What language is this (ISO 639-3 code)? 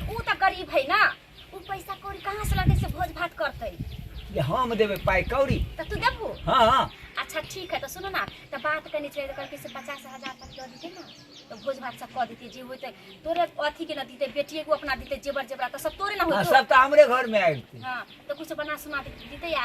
mai